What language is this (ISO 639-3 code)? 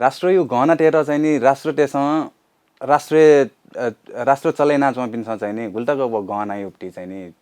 new